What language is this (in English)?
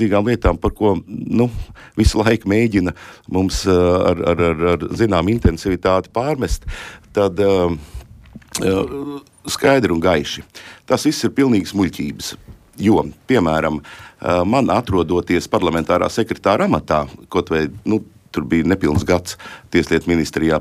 Latvian